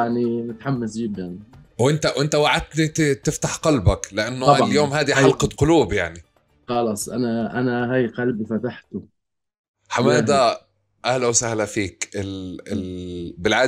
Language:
North Levantine Arabic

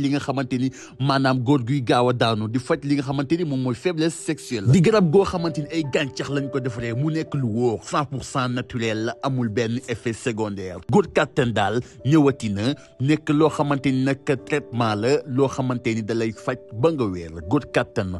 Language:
Wolof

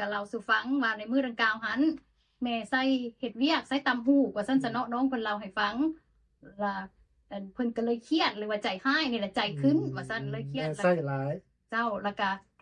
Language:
Lao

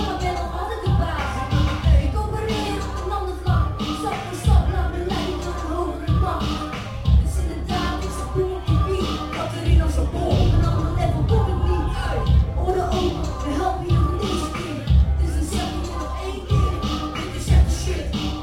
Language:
Dutch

